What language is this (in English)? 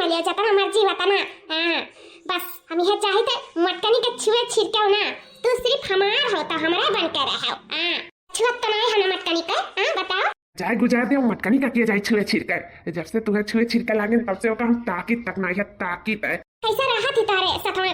Awadhi